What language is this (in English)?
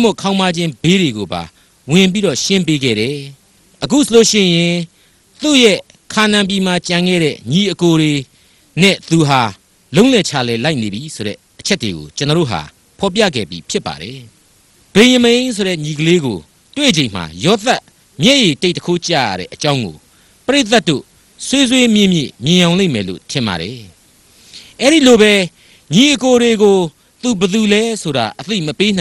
Burmese